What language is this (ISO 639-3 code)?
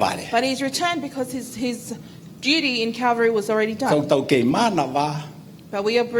ton